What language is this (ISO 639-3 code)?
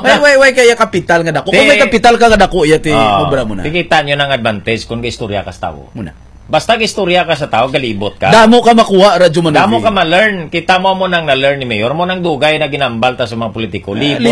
hil